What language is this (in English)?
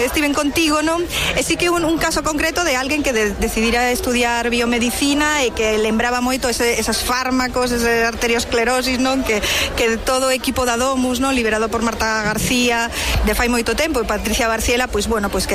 Galician